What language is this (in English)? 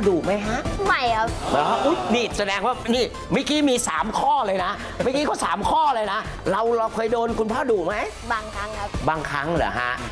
Thai